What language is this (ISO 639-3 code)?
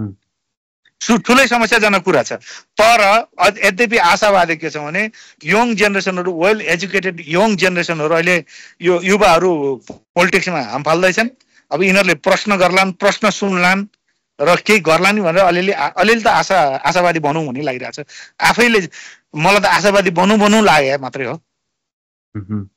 nep